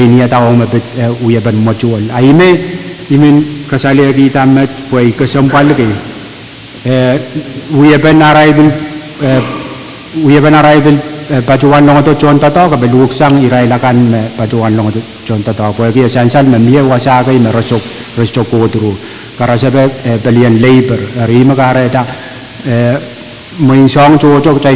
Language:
Pohnpeian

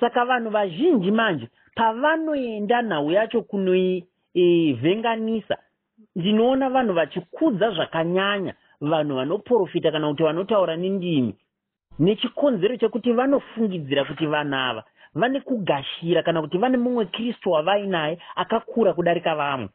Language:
Shona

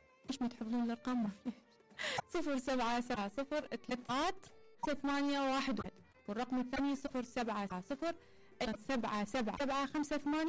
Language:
Mesopotamian Arabic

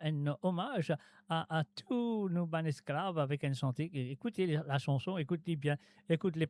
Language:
Morisyen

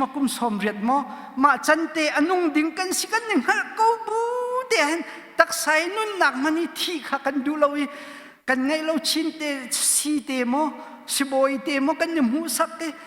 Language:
Hakha Chin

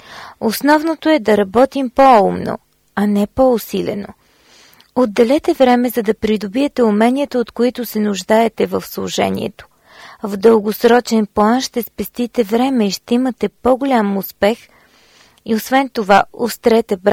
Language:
Bulgarian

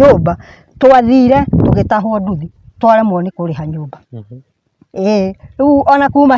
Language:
Kikuyu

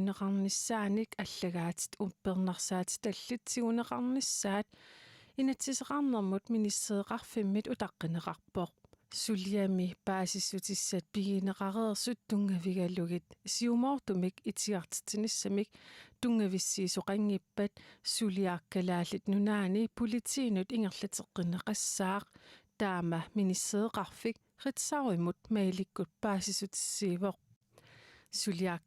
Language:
Kalaallisut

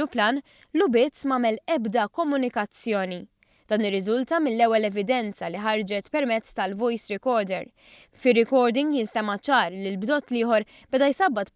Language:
Maltese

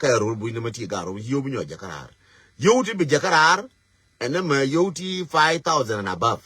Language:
Nuer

